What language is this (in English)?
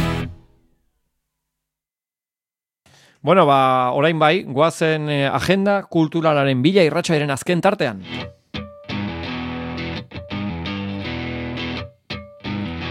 Basque